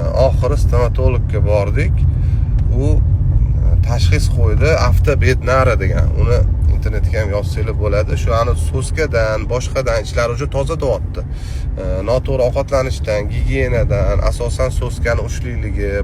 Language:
Uzbek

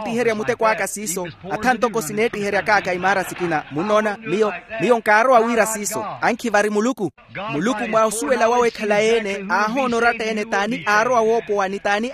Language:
Makhuwa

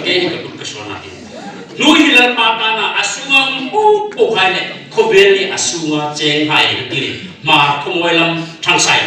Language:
Hmar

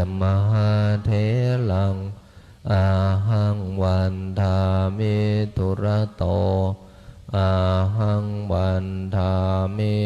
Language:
Pali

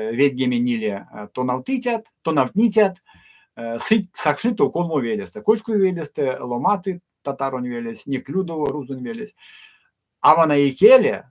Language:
Erzya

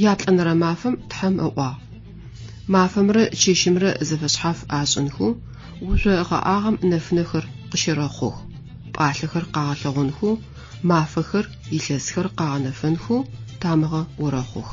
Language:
Adyghe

